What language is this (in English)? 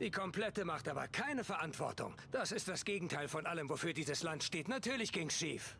Swiss German